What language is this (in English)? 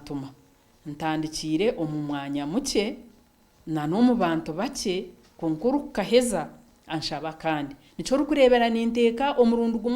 Nyankole